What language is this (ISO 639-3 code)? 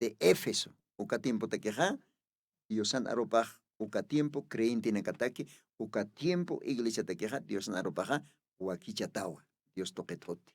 aym